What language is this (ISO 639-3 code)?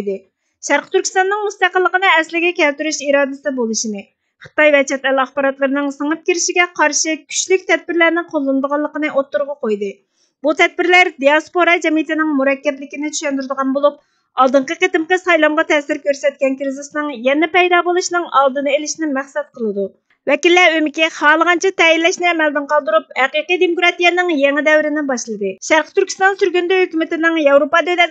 uig